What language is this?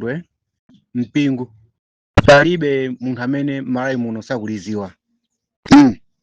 Nyanja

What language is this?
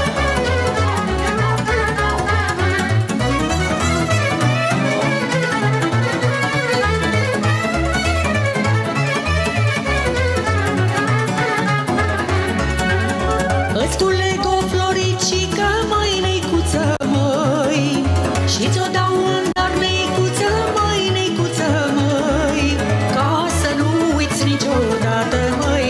Romanian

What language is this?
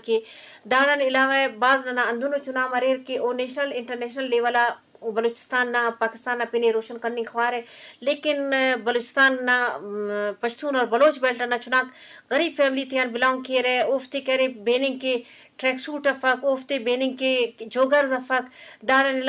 Eastern Balochi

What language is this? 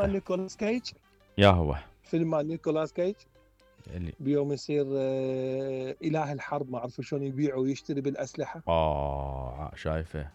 Mesopotamian Arabic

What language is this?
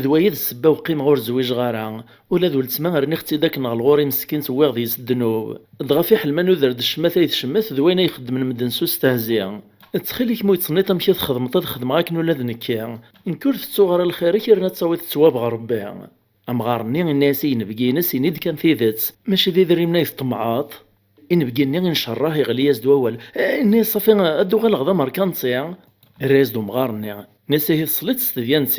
Kabyle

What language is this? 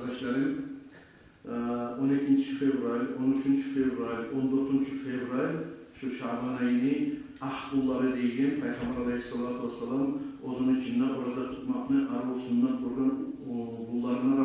Kumyk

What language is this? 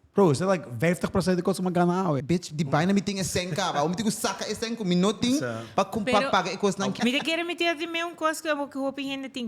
Papiamento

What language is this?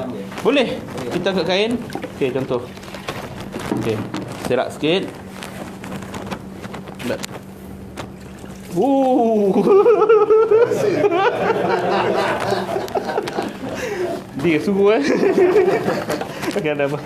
Malay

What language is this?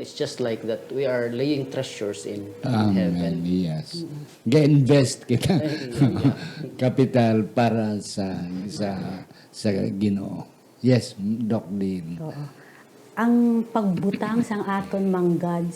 Hiligaynon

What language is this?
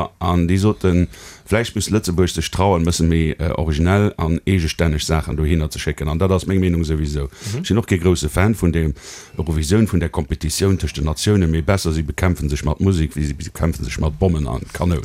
Luxembourgish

